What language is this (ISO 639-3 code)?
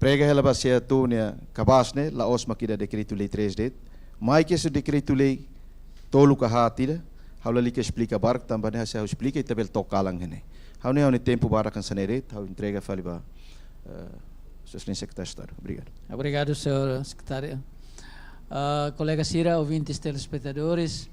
tet